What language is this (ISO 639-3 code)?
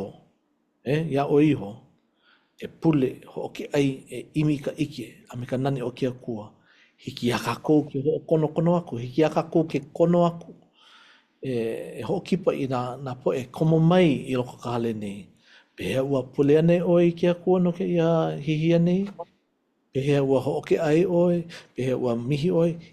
haw